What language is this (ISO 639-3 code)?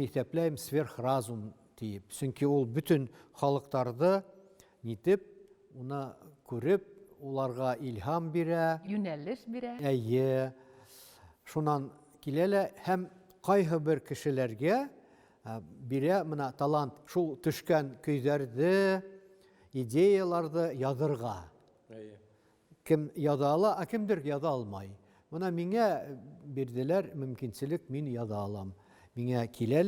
bak